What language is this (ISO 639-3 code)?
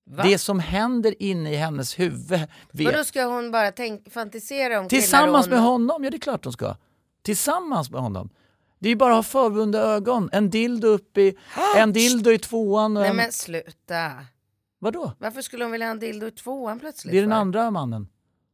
swe